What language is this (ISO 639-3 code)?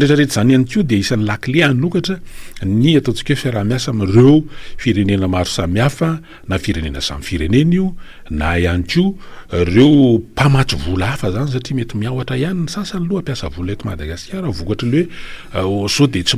mlg